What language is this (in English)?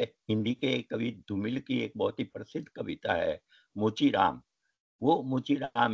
Hindi